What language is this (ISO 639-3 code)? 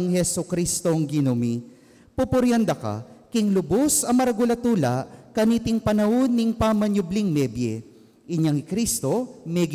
pam